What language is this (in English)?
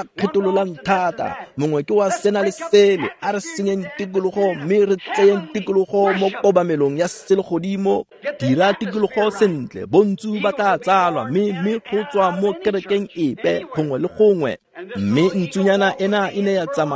Tswana